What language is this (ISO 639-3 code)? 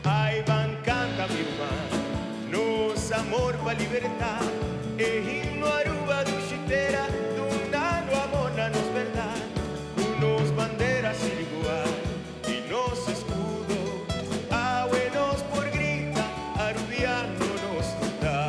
pap